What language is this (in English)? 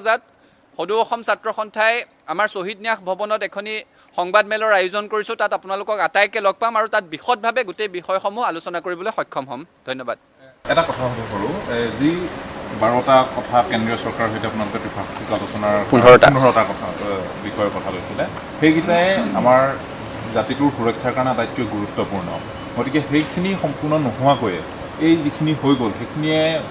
Assamese